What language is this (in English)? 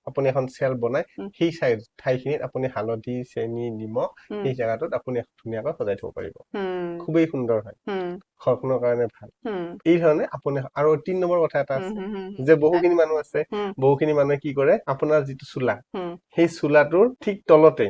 Assamese